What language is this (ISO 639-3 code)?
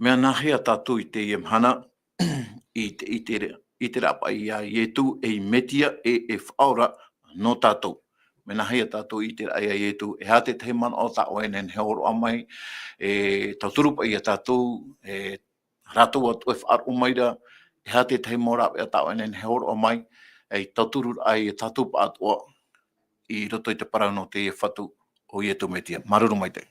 tah